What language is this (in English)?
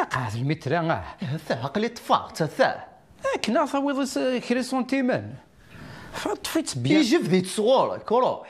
Kabyle